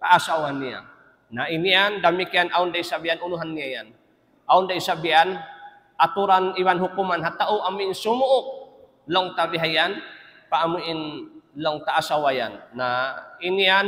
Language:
Tausug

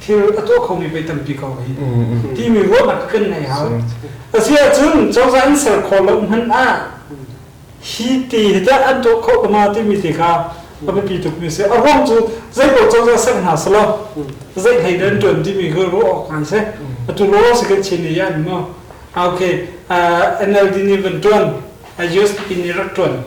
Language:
Hakha Chin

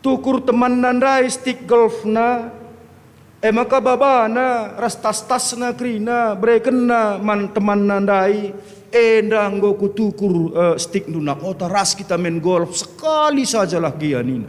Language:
Batak Karo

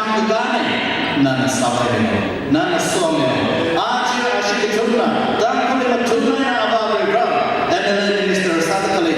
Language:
Tangkhul Naga (India)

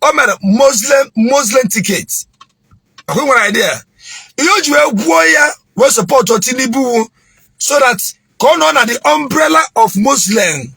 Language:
Igbo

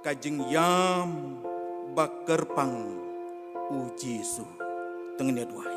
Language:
Khasi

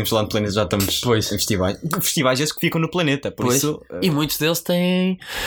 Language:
Portuguese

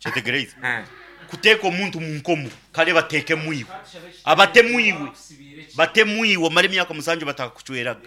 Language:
Nyankole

